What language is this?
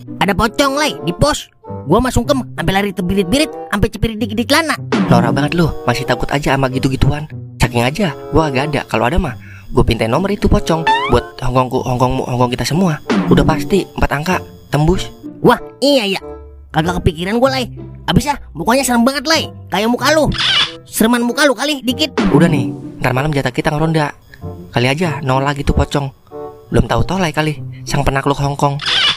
Betawi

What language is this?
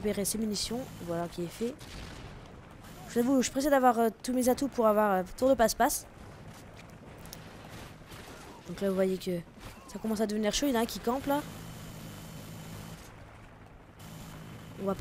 French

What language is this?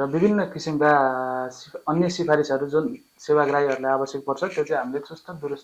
Nepali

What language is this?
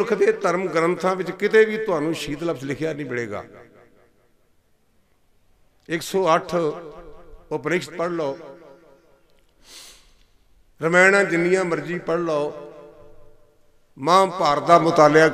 Punjabi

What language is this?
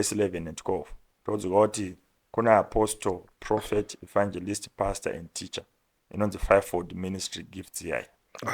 Shona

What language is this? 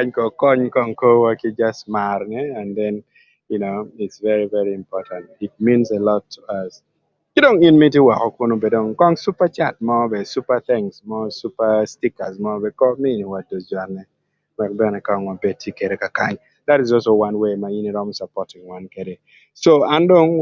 Acoli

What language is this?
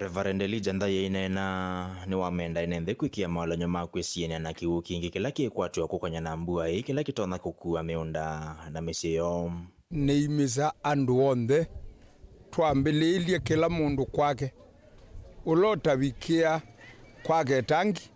Kamba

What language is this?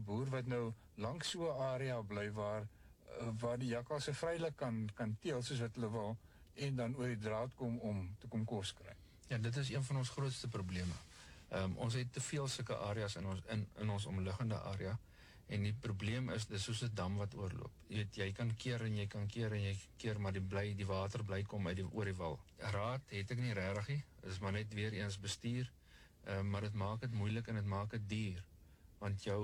Afrikaans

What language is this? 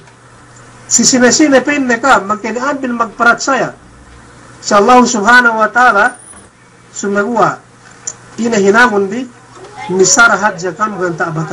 Yakan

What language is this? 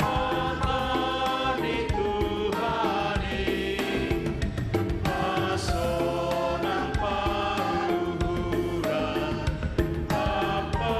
Batak Simalungun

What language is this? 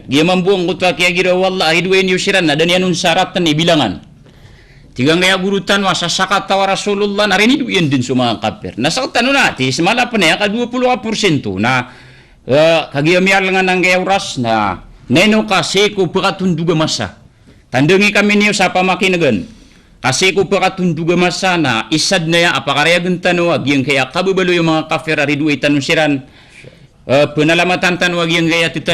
Maranao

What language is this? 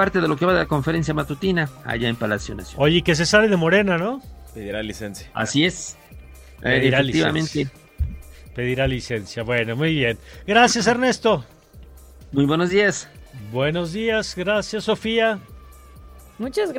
Spanish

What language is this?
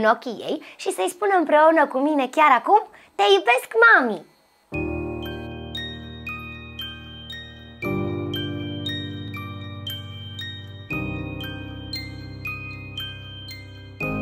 Romanian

